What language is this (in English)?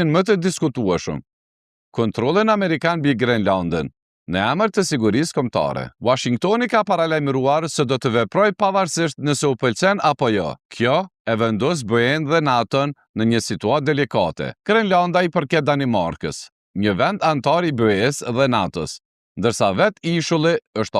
Albanian